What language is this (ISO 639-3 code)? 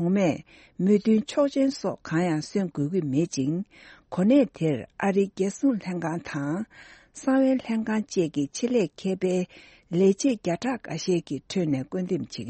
bod